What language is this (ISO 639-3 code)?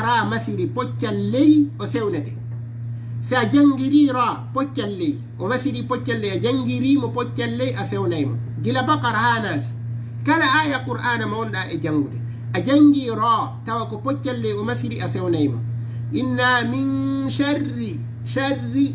ful